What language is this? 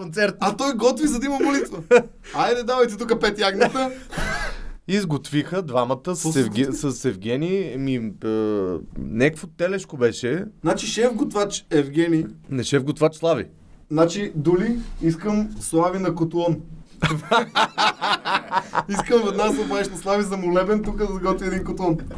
Bulgarian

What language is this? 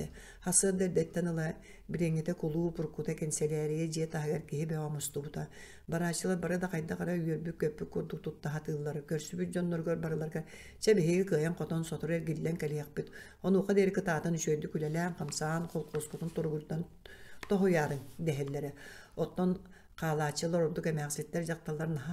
Yakut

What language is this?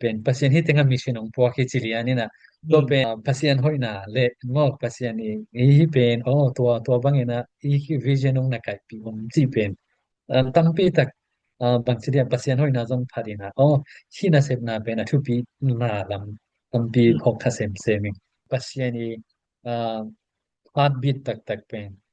Tedim Chin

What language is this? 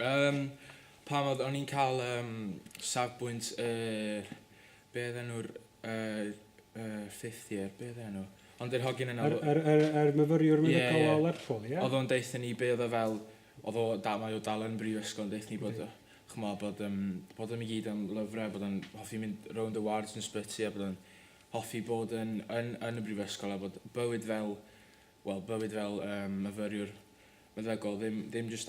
Welsh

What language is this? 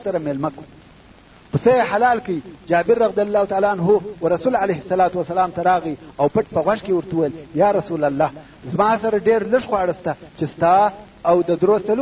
Pashto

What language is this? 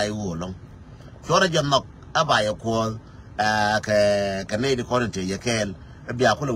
Nuer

